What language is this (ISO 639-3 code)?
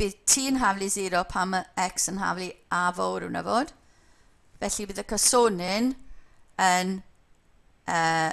cym